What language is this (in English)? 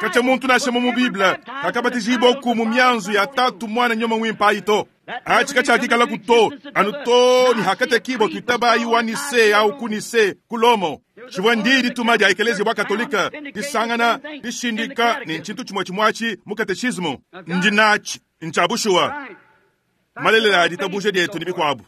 Luba-Lulua